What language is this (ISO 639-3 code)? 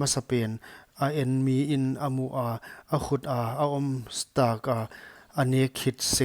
pck